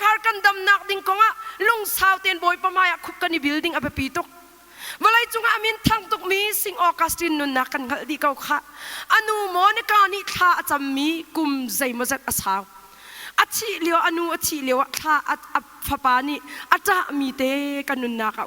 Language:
Hakha Chin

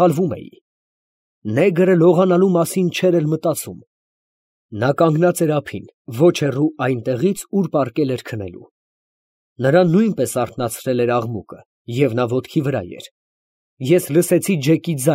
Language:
Armenian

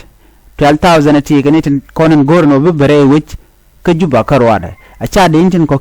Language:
Nuer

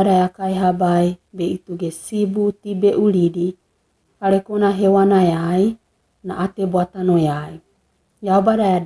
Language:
Wagawaga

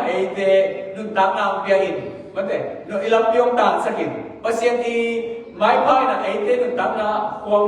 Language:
Tedim Chin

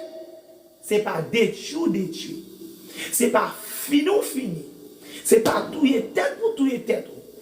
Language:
Haitian Creole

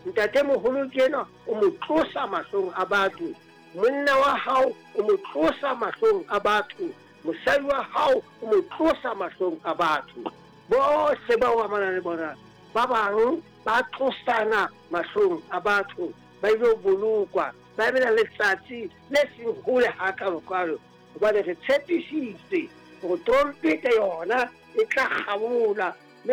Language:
Southern Sotho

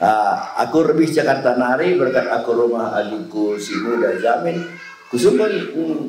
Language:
Batak Karo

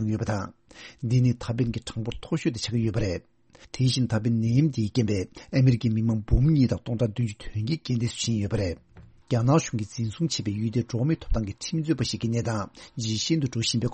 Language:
Tibetan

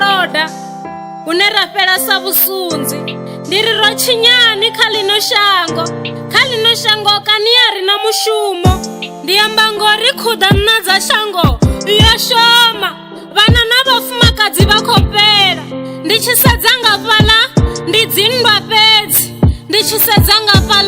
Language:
Venda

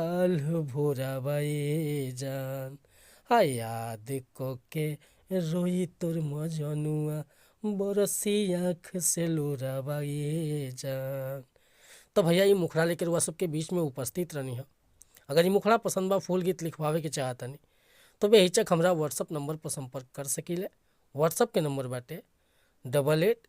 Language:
Bhojpuri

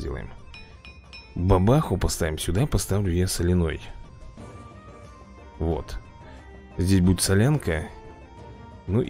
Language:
Russian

